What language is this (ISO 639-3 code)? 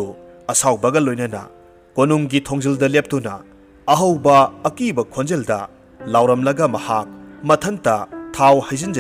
mni